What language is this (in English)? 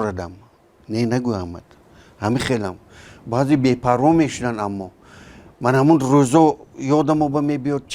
Tajik